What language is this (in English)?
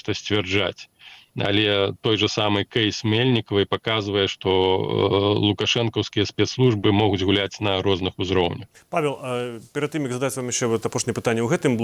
Belarusian